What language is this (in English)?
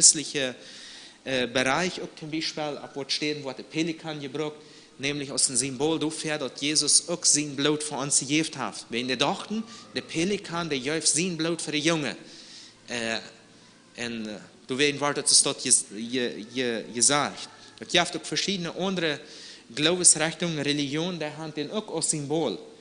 Plautdietsch